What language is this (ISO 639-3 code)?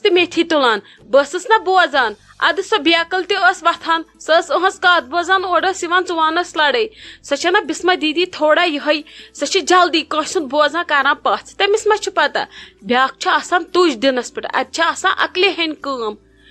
kas